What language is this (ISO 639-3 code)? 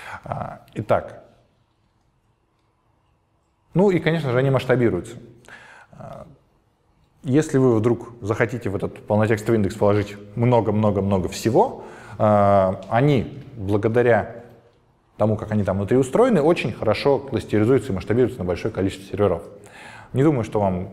rus